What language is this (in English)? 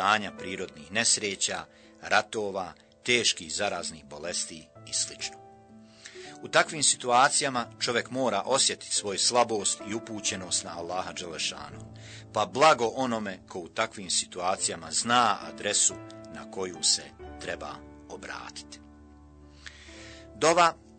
Bosnian